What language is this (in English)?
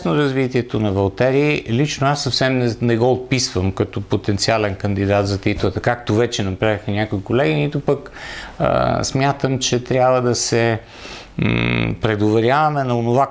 Bulgarian